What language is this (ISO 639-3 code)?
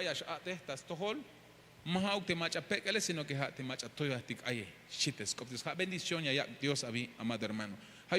tzh